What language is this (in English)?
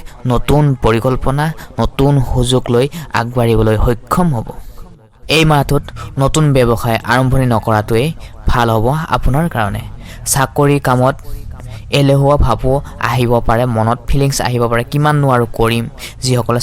Assamese